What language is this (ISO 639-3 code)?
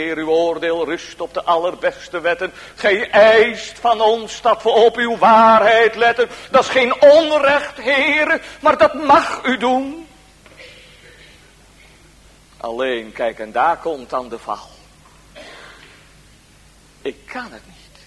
nld